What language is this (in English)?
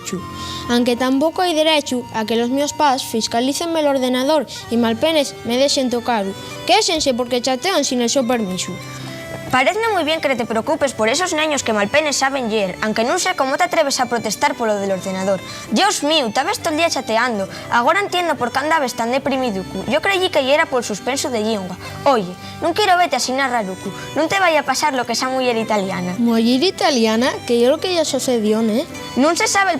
Asturian